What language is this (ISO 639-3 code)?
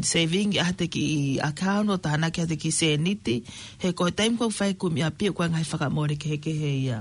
ton